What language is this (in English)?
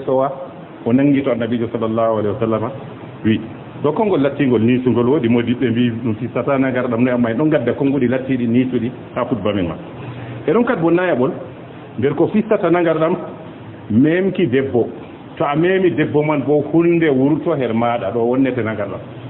Fula